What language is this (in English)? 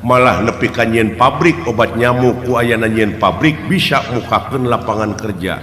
Sundanese